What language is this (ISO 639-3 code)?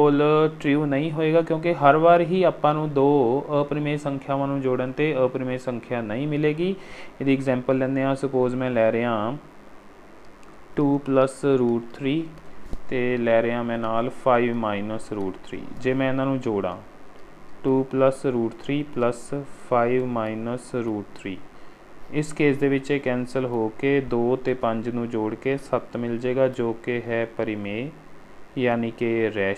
pan